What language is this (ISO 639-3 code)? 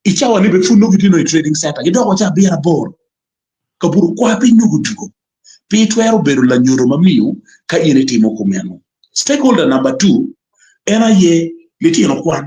ach